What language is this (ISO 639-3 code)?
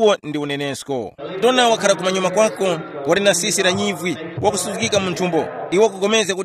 tum